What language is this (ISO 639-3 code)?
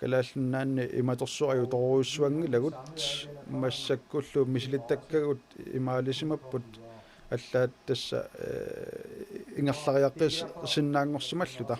kal